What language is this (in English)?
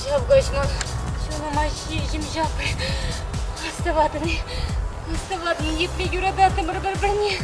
Chuvash